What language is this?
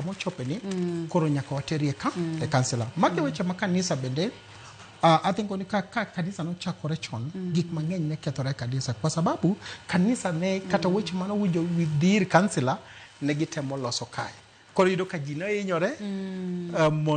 Luo (Kenya and Tanzania)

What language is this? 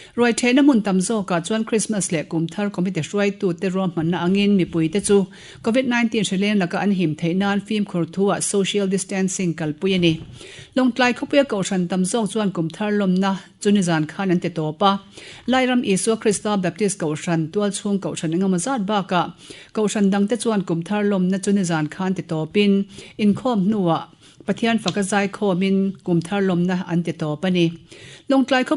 Mizo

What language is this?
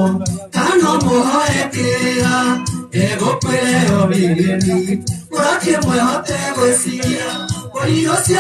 Kikuyu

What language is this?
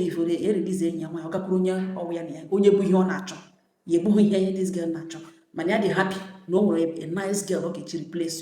Igbo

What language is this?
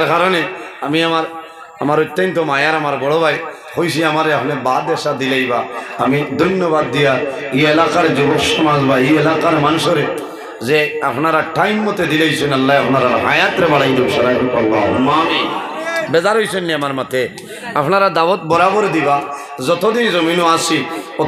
Sylheti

